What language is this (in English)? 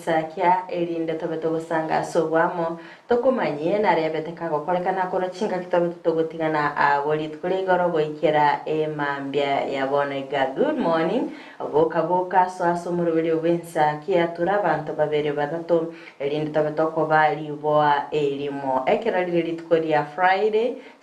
Gusii